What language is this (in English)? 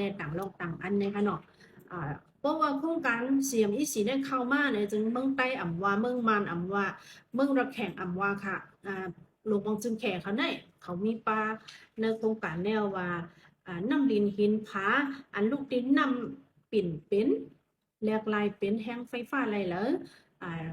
Shan